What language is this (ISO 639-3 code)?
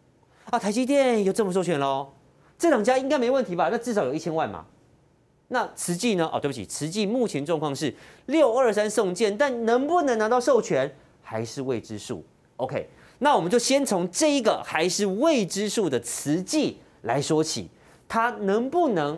zho